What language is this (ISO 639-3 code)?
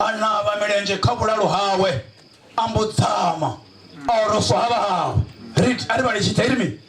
ven